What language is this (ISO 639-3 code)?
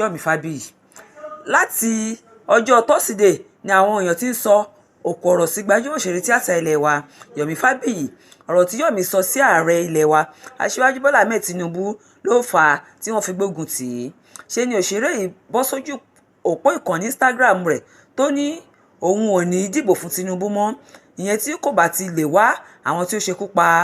yor